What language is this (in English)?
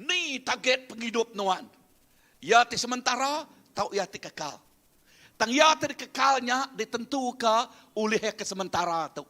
Iban